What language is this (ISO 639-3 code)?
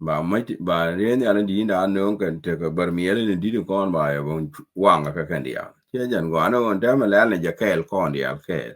nus